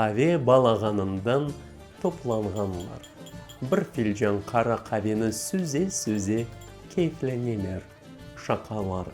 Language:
Crimean Tatar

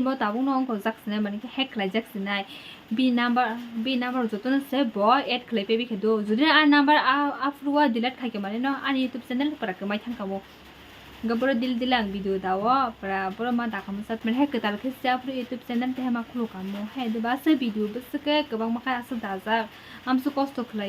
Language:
Kok Borok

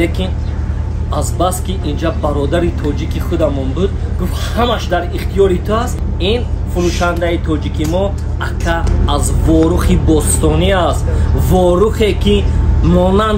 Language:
Tajik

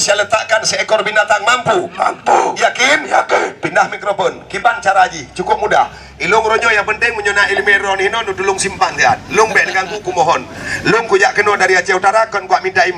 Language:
Achinese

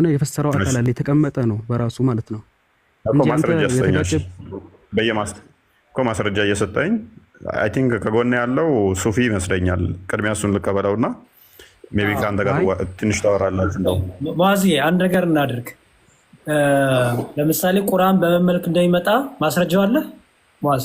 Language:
Amharic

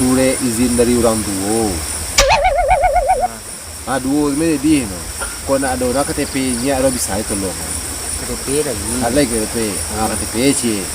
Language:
Minangkabau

